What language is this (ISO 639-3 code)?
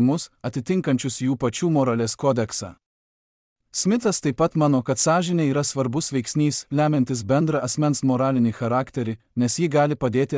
lit